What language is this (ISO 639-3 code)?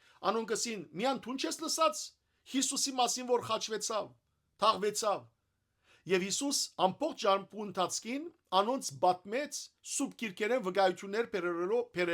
hyw